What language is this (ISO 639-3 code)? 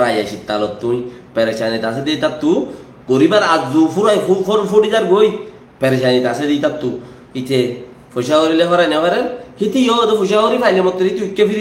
rhg